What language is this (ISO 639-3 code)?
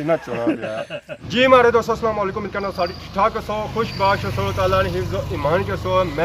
phr